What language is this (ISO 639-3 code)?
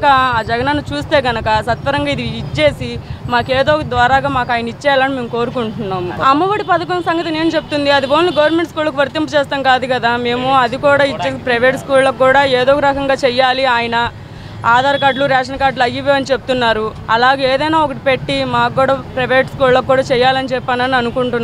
tel